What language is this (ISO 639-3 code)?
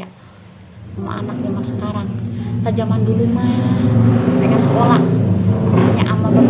bew